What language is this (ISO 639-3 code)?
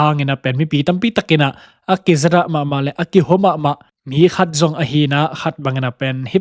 ctd